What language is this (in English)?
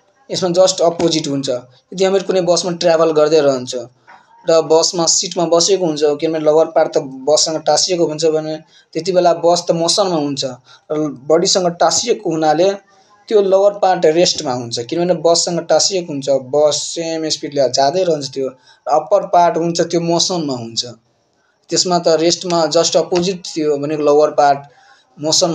Nepali